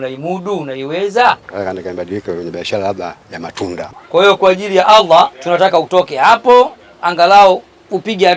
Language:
Swahili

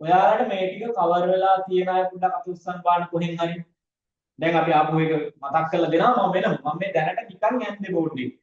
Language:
Sinhala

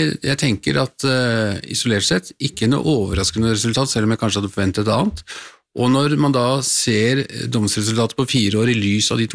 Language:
Norwegian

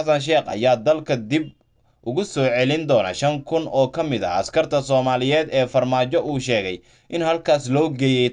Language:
Somali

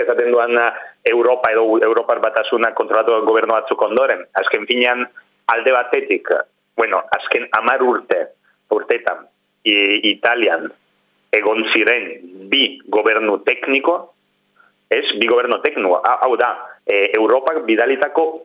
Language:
Basque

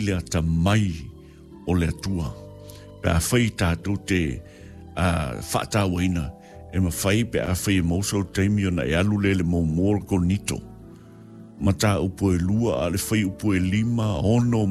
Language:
Samoan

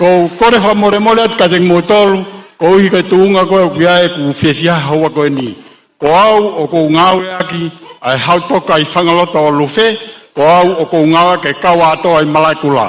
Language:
Tongan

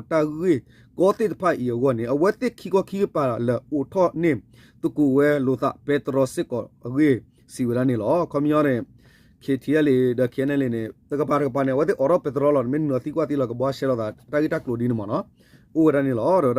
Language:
S'gaw Karen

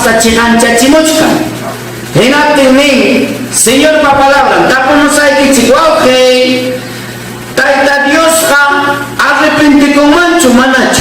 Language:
Ayacucho Quechua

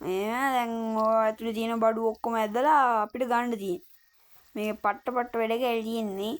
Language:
Sinhala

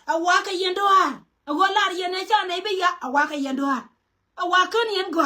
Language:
Nuer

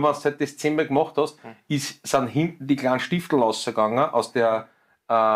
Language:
German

